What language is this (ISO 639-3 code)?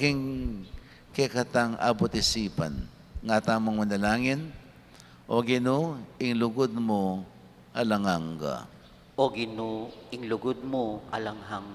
pam